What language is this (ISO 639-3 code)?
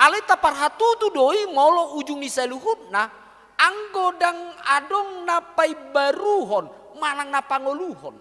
bbc